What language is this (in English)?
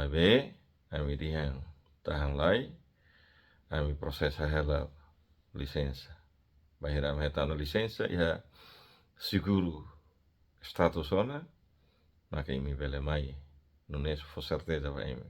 Tetum